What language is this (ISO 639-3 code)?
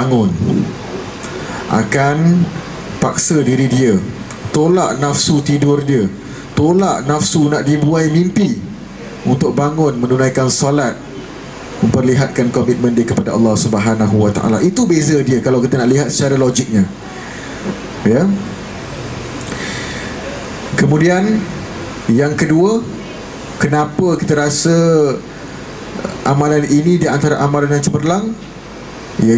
msa